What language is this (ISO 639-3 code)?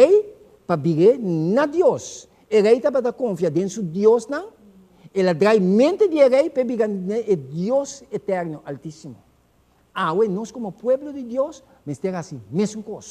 pap